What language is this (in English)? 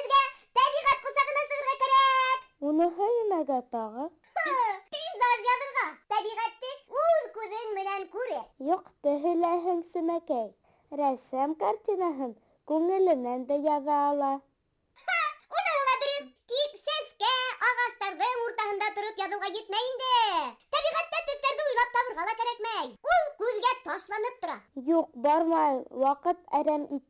Bashkir